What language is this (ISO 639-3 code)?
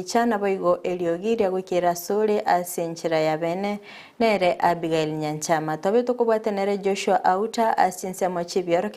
guz